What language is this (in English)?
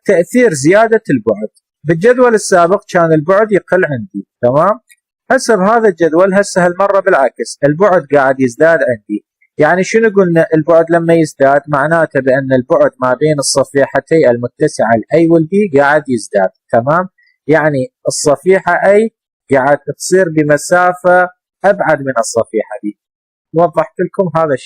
Mesopotamian Arabic